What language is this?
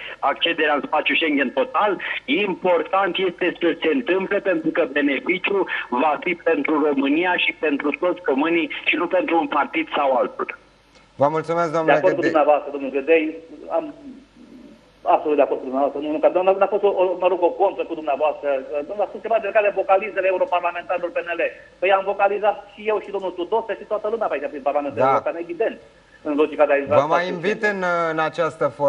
Romanian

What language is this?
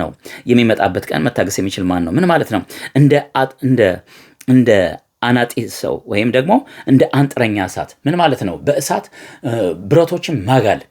Amharic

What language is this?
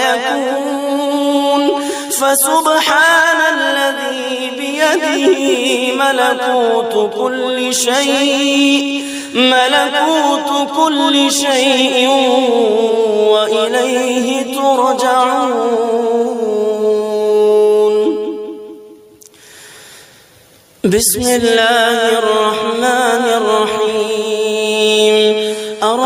Arabic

